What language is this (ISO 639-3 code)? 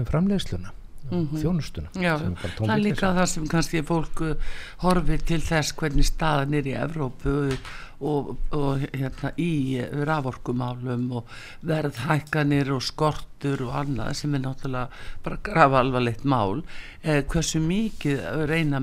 isl